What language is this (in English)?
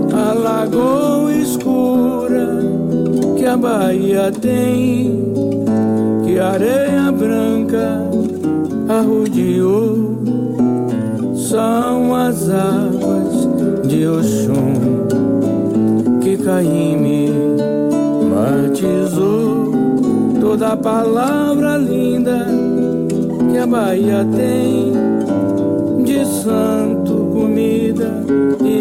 Portuguese